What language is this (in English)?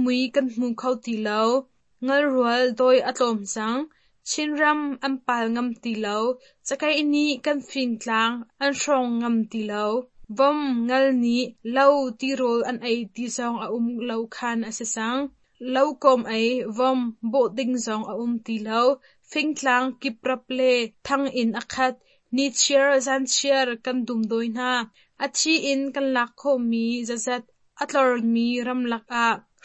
Hakha Chin